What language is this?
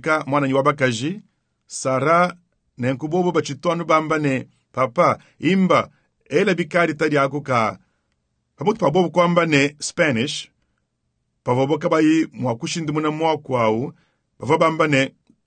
Luba-Lulua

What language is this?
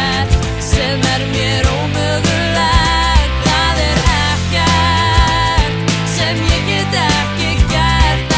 Icelandic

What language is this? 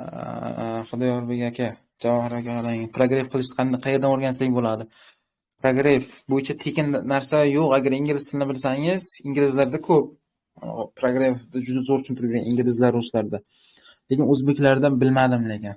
Uzbek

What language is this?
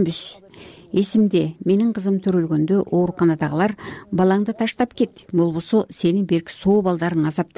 Kyrgyz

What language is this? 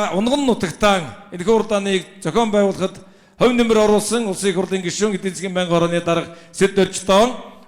Mongolian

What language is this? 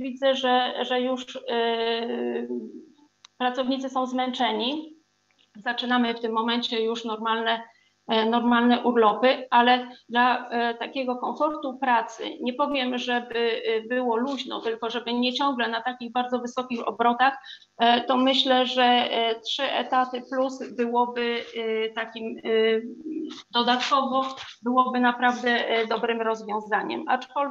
Polish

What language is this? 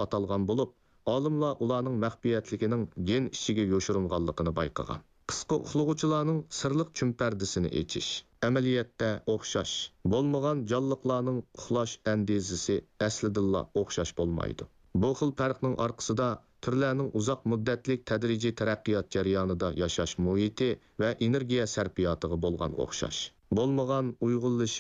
Uyghur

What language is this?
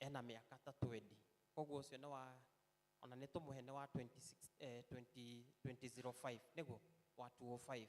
Kikuyu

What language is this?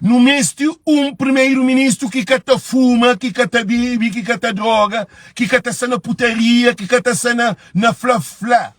Kabuverdianu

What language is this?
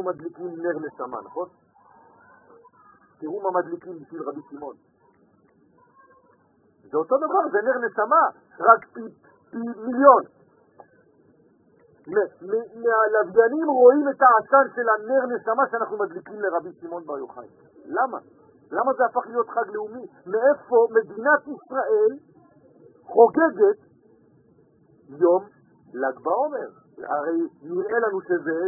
Hebrew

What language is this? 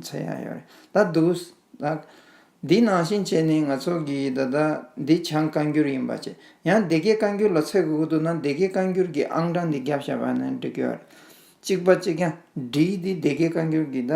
Tibetan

